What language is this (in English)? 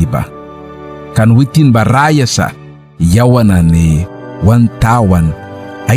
Mískito